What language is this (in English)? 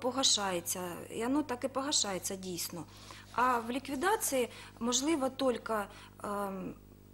Ukrainian